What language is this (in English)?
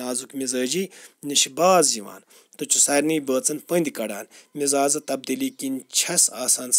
Kashmiri